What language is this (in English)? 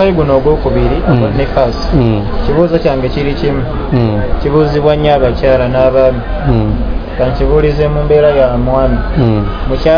Ganda